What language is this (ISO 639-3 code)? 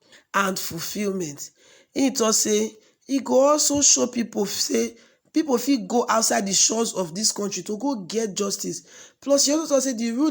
pcm